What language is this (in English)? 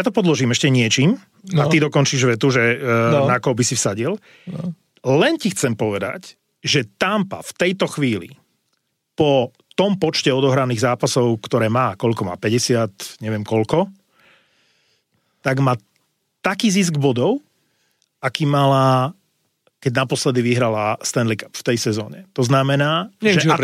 Slovak